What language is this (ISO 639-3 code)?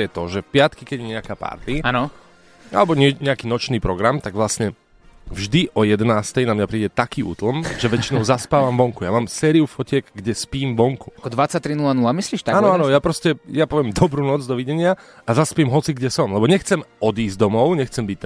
slk